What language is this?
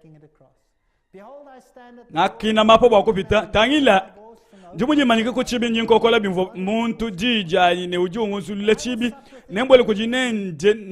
Luba-Lulua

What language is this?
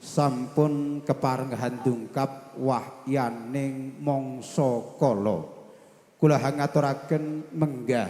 Javanese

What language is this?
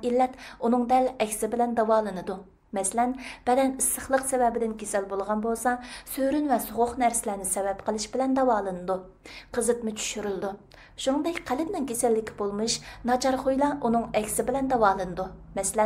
Uyghur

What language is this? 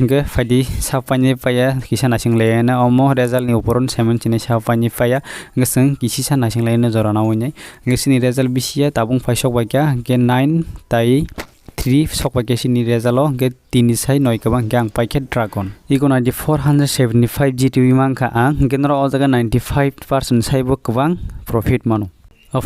Kok Borok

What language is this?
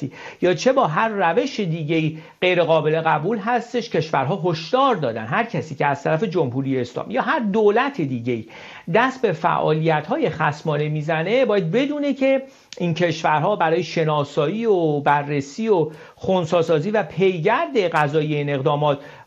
Persian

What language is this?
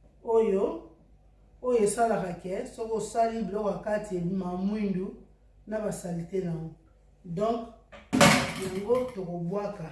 Lingala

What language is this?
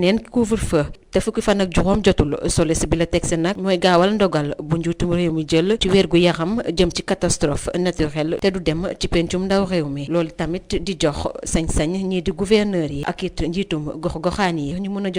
Wolof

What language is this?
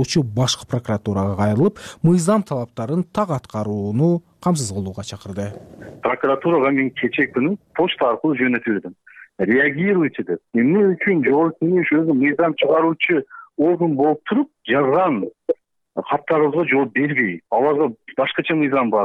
Kyrgyz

